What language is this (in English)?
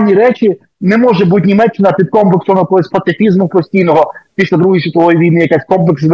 Ukrainian